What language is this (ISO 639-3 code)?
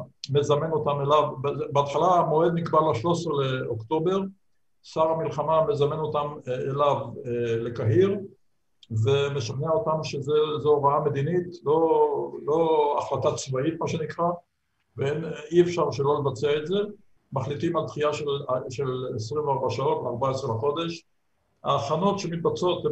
heb